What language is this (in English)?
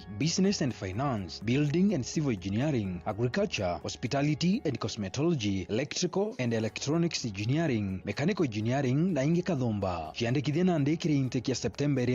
Meru